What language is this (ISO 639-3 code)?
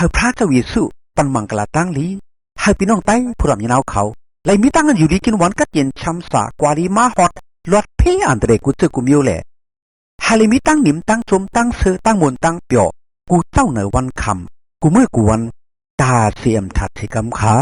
shn